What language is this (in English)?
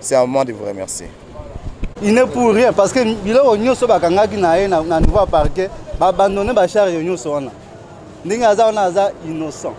Lingala